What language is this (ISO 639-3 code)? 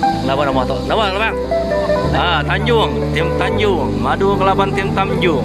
iba